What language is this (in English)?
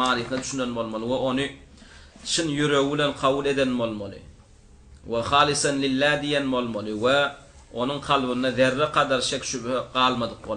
Turkmen